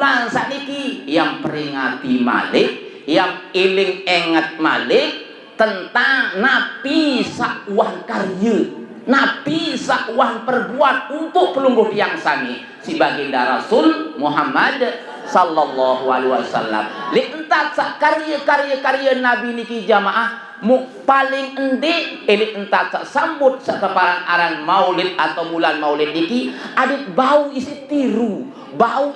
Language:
Sasak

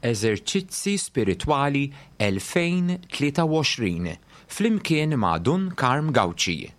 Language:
Maltese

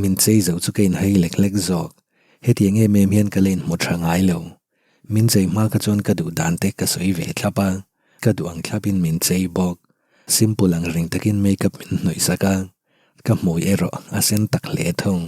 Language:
Mizo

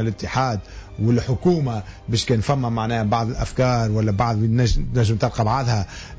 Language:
Tunisian Arabic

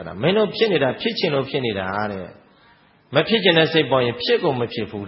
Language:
Burmese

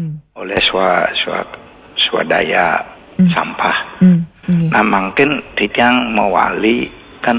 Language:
Balinese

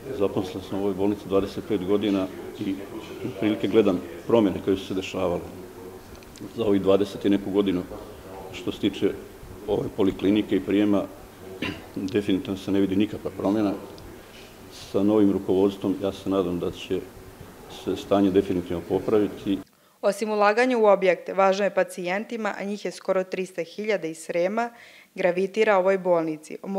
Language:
Serbian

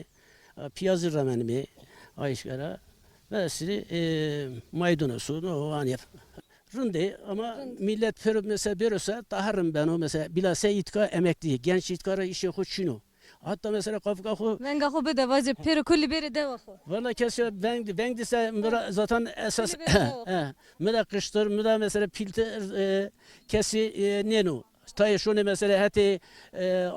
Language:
Zaza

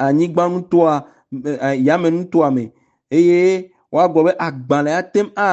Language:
Ewe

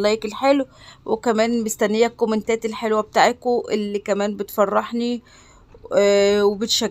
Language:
Egyptian Arabic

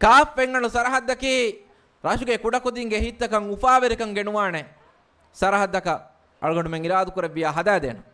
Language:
Divehi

